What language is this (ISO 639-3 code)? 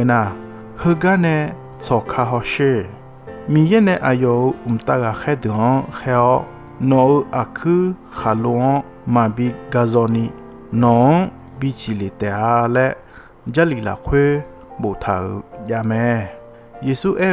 ahk